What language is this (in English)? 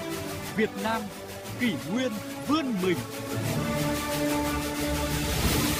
Vietnamese